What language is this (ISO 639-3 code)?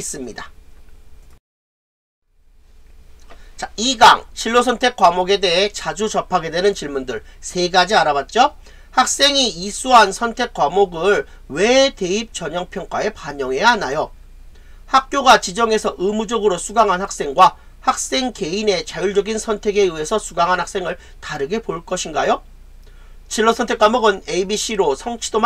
kor